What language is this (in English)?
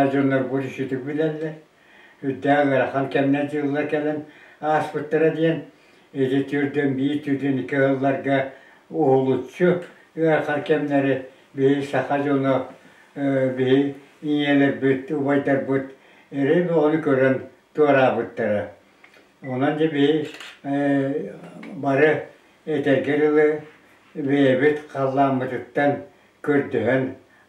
Yakut